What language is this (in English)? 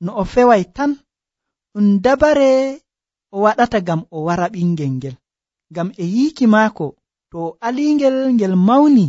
Nigerian Fulfulde